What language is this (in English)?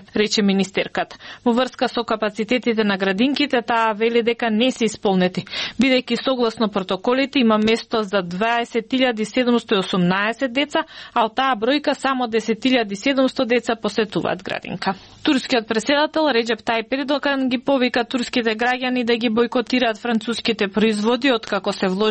Macedonian